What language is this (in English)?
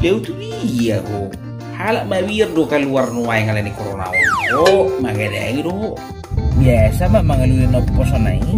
Batak Toba